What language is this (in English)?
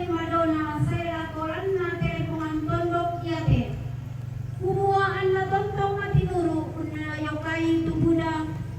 Toraja-Sa'dan